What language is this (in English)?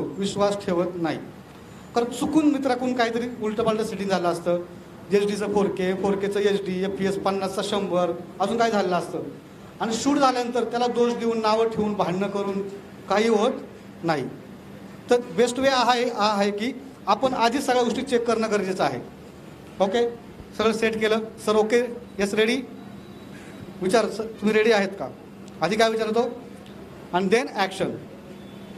Marathi